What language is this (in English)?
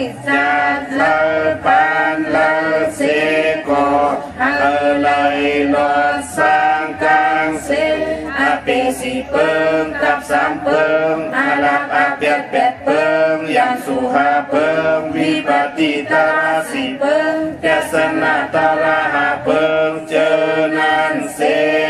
Shan